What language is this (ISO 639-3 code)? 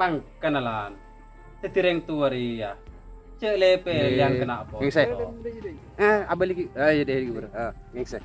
mad